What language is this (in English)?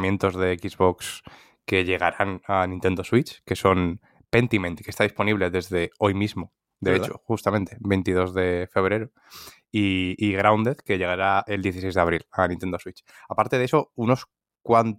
Spanish